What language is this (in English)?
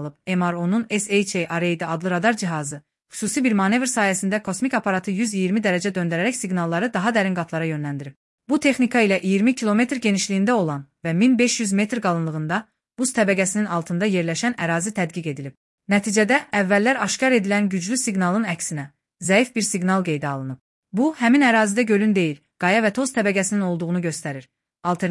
Azerbaijani